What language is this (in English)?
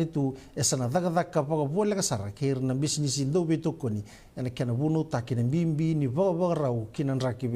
Fijian